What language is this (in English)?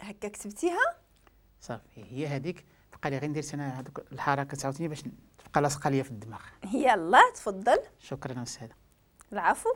Moroccan Arabic